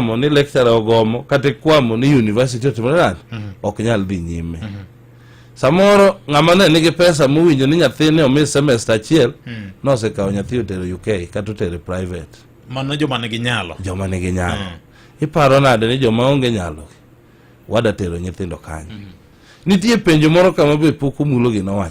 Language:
Luo (Kenya and Tanzania)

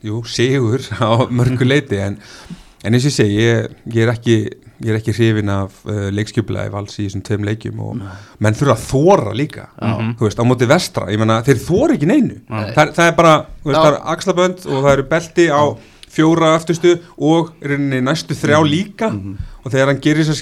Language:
Icelandic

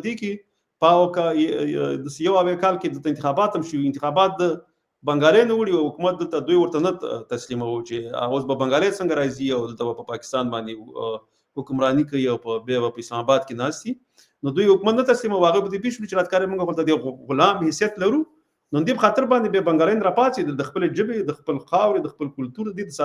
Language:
Pashto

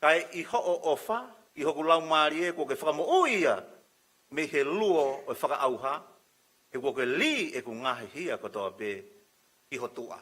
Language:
Tongan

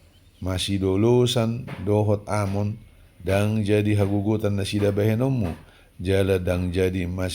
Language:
Batak Toba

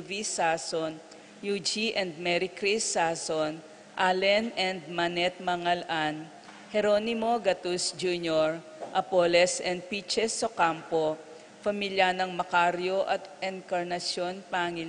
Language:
Pampanga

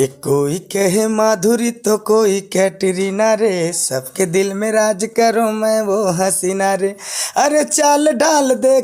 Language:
Chhattisgarhi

